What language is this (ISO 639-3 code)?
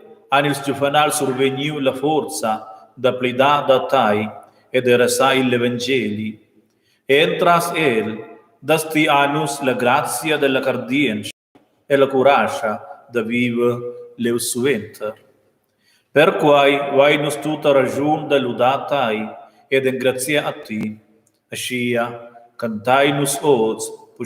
roh